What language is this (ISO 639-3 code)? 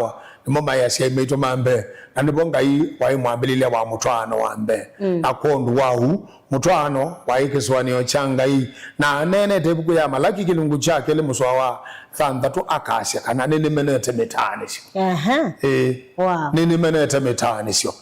kam